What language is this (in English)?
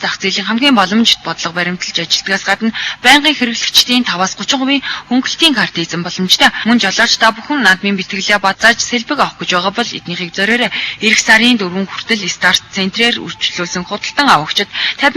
Mongolian